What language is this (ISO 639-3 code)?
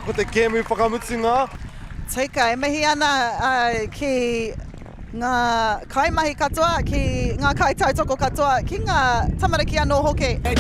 mri